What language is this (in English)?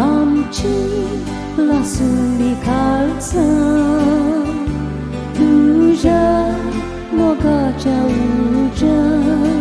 Konkani